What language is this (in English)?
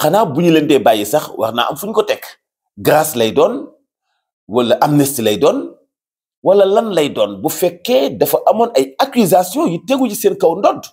Wolof